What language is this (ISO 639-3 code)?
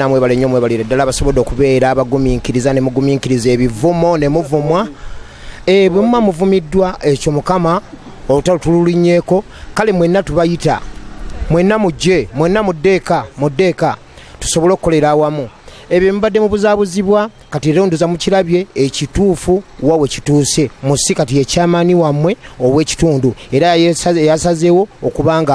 lug